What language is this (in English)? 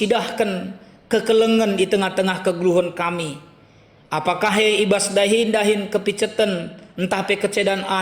Batak Karo